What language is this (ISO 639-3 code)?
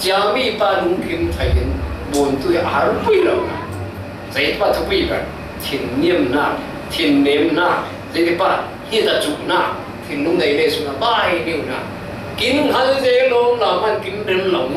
cfm